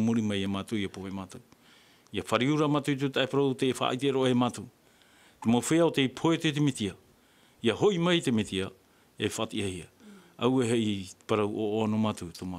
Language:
Tahitian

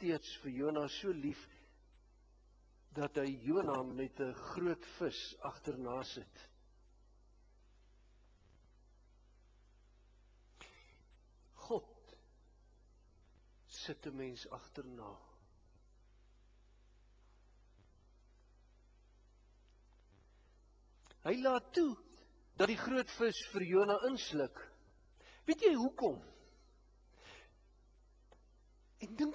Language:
Afrikaans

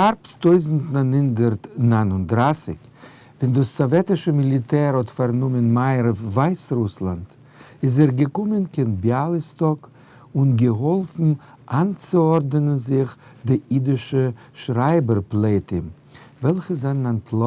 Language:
Yiddish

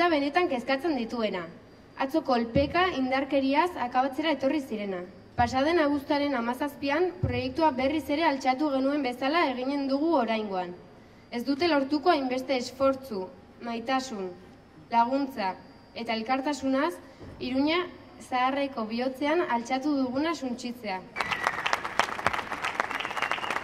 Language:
Basque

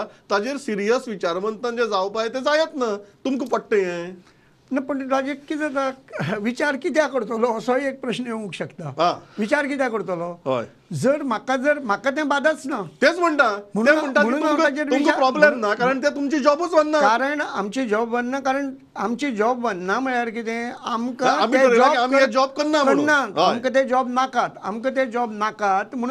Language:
Konkani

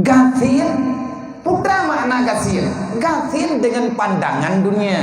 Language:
Achinese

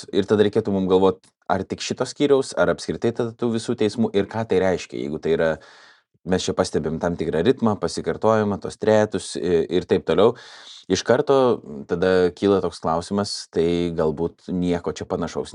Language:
Lithuanian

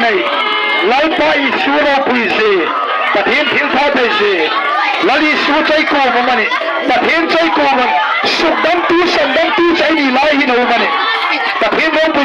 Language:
Hmar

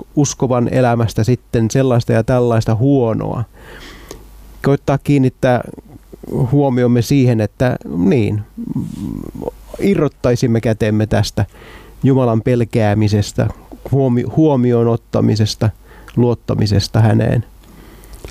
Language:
Finnish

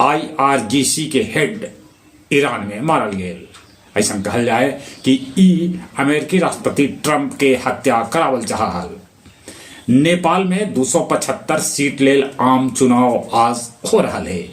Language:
Magahi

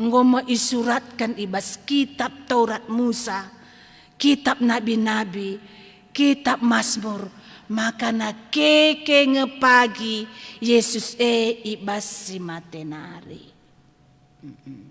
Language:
Batak Karo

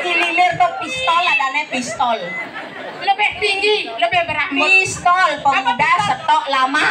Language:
Balinese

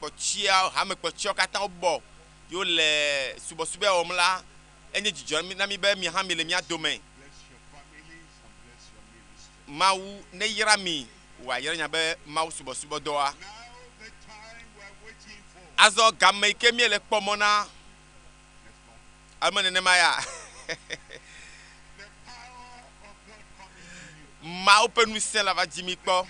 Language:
Ewe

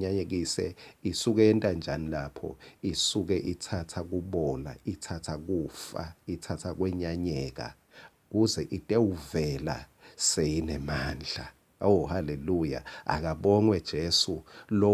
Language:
Swati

